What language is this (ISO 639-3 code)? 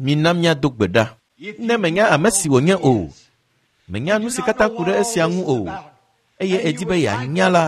ewe